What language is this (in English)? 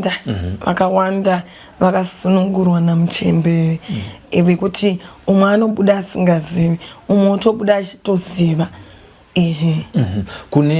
Shona